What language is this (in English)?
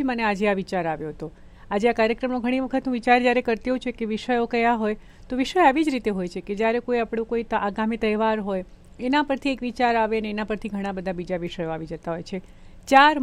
Gujarati